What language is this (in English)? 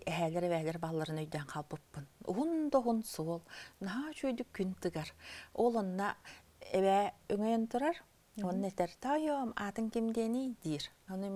Yakut